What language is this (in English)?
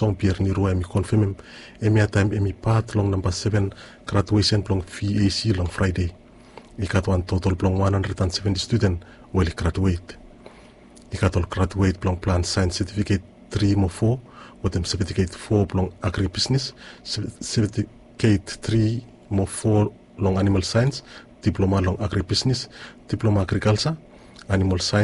Bislama